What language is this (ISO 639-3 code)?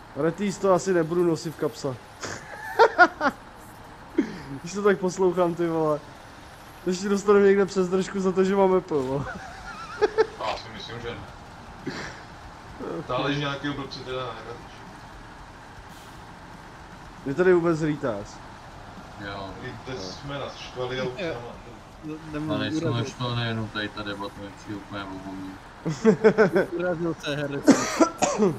ces